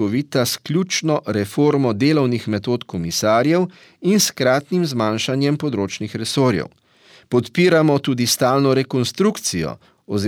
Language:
Slovenian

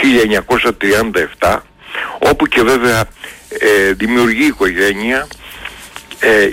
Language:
Greek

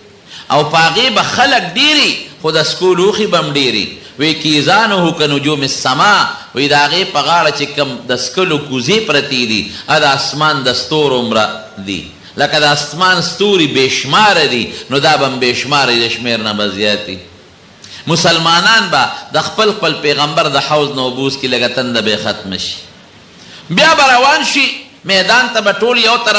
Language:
Pashto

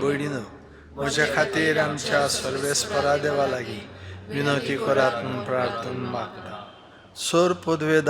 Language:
Konkani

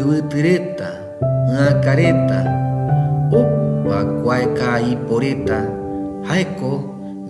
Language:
Guarani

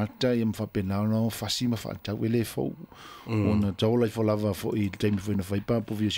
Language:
Samoan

